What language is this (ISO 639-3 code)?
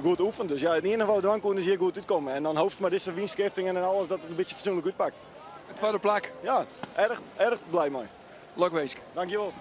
fry